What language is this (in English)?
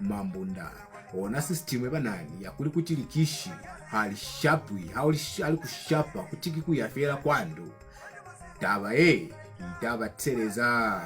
Lozi